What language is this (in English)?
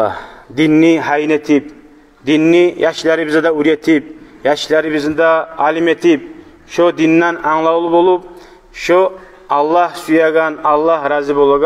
Kumyk